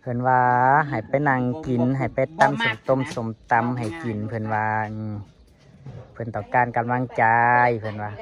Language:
Northeastern Thai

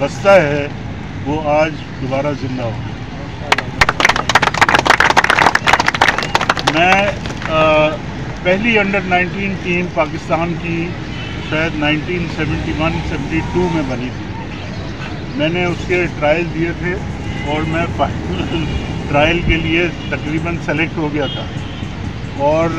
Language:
Urdu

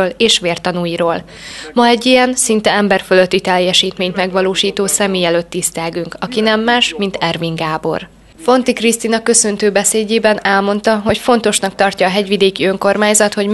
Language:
Hungarian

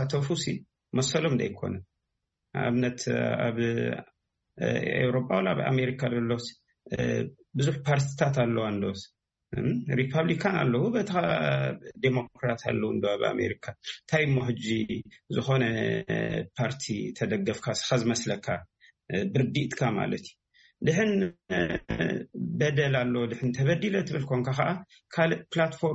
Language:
Tigrinya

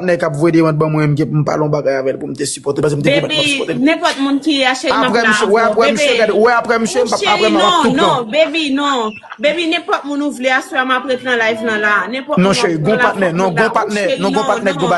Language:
Haitian Creole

